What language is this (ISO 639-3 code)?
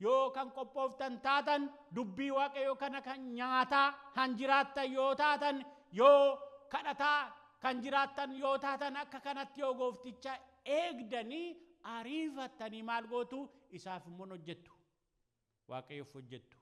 orm